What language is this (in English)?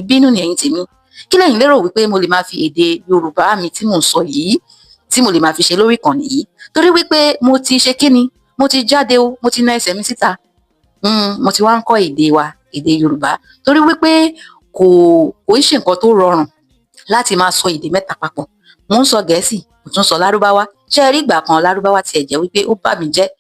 Yoruba